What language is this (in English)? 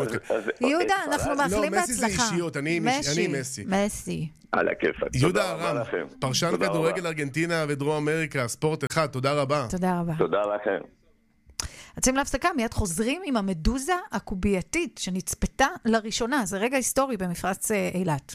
Hebrew